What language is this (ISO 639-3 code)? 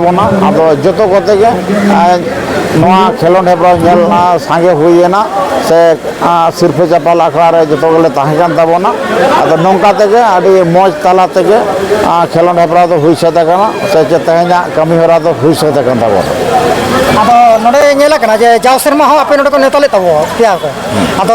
sat